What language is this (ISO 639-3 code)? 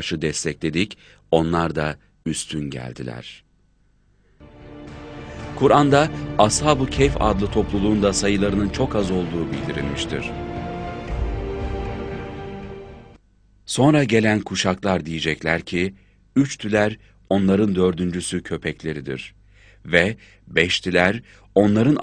tur